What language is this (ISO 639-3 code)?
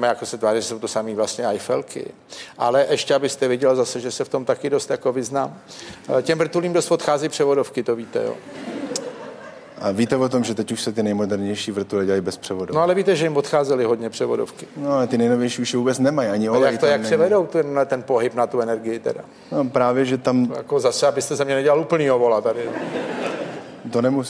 ces